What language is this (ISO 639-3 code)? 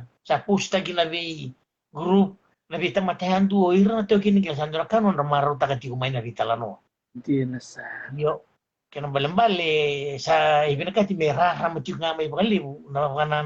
fij